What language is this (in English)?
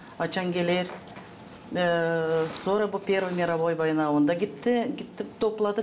Gagauz